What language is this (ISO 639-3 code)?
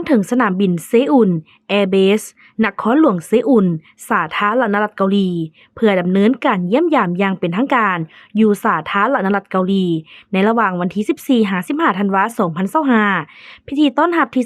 lao